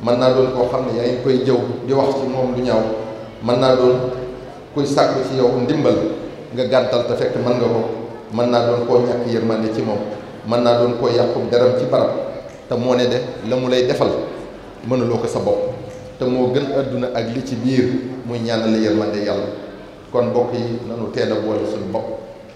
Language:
Wolof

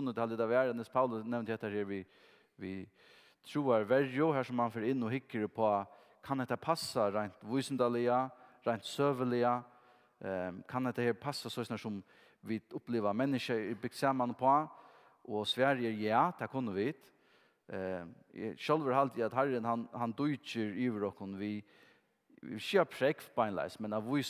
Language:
Faroese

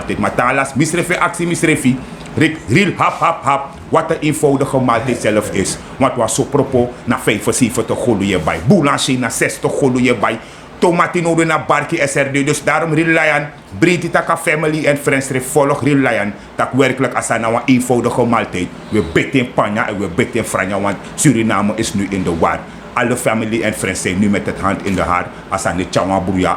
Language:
Sranan Tongo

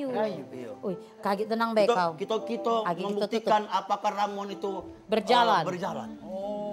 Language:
Musi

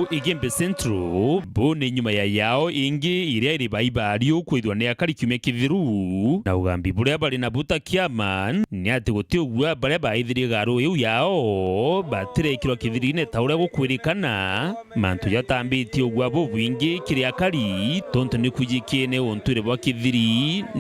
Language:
Meru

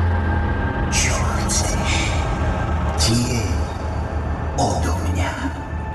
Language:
Slovak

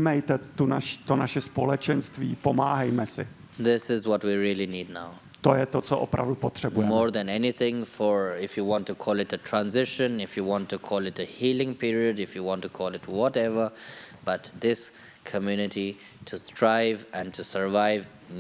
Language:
Czech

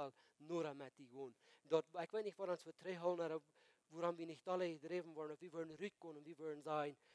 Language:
Plautdietsch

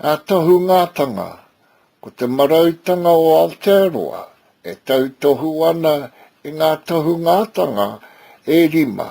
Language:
Māori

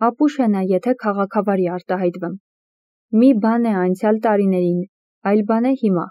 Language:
Armenian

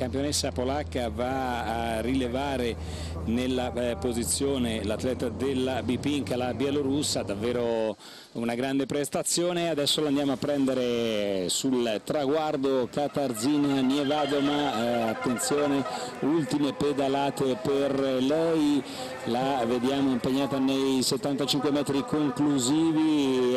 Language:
Italian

